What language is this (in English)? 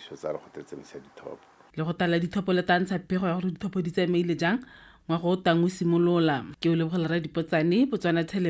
Tswana